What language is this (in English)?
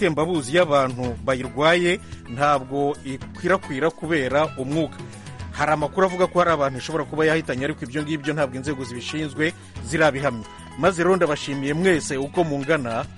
Kinyarwanda